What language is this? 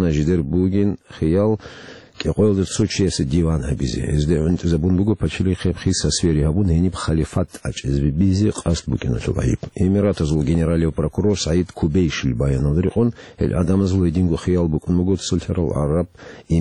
Avaric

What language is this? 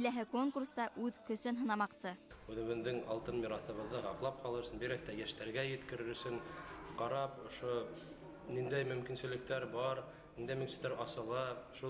Bashkir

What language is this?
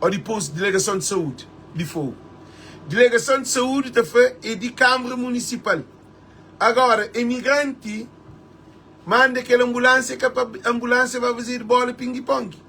Kabuverdianu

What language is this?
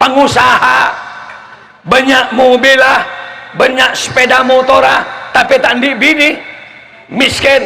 Madurese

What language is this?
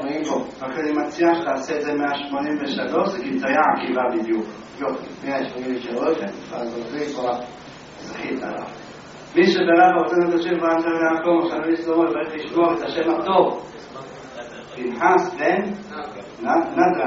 Hebrew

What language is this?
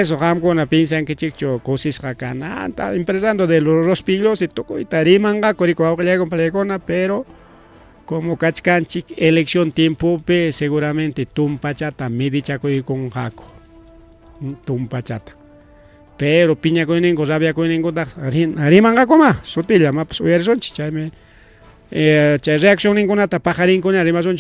Ayacucho Quechua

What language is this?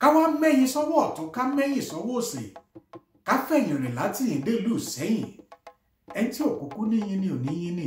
Yoruba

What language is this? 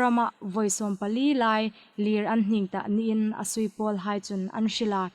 Hmar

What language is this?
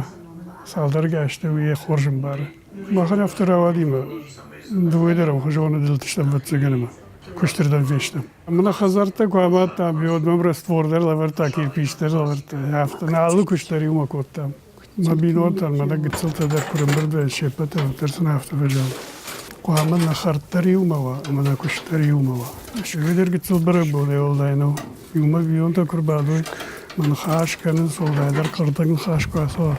Ossetic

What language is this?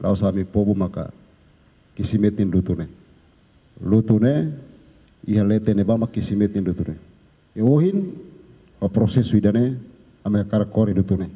Tetum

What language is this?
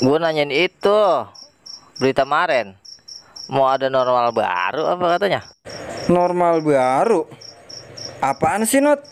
Betawi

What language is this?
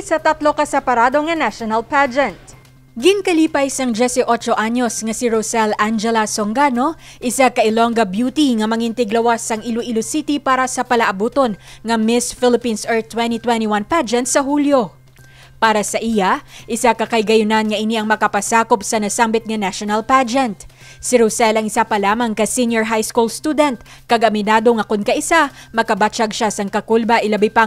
Hiligaynon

